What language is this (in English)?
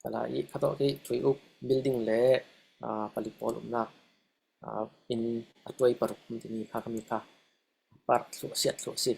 Falam Chin